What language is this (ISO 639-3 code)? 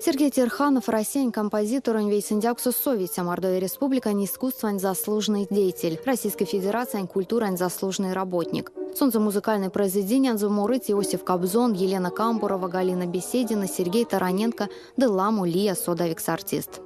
myv